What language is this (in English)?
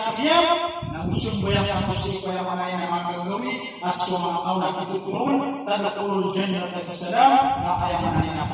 Maranao